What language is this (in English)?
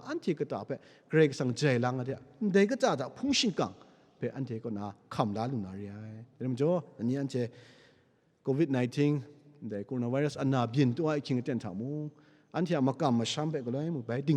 Kachin